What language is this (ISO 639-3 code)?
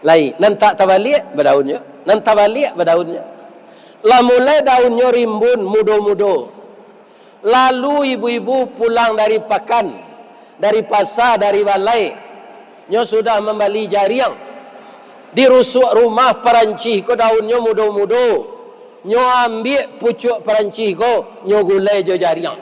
min